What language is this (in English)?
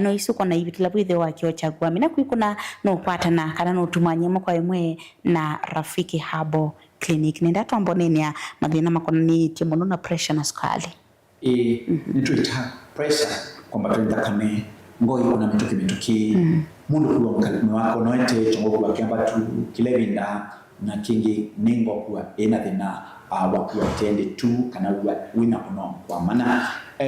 Kamba